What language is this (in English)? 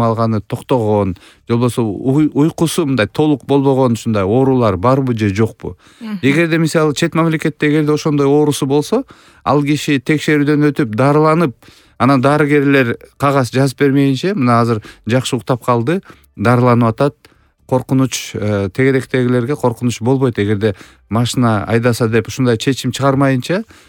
Kyrgyz